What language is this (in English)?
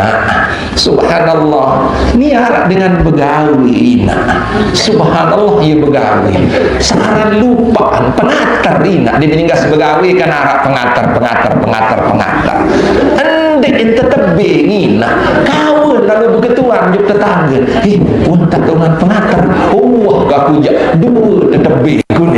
Sasak